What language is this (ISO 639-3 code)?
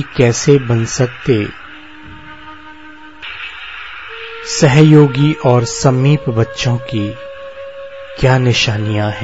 hin